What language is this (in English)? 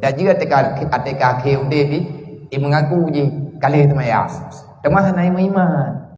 Achinese